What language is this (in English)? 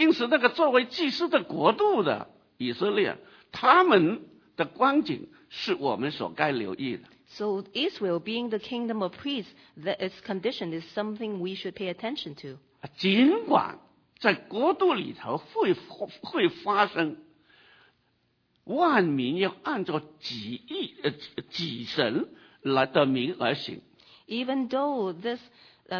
Chinese